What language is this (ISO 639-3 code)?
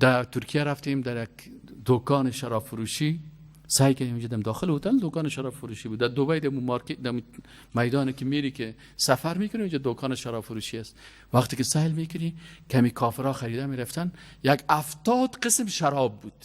fas